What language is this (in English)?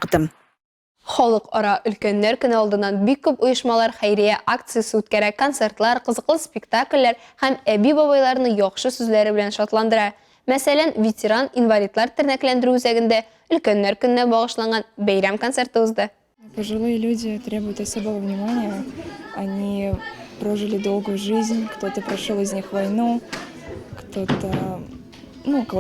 Tatar